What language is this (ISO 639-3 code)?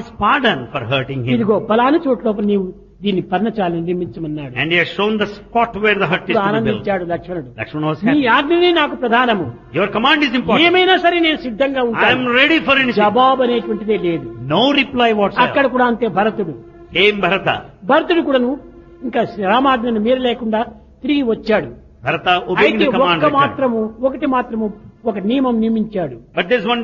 tel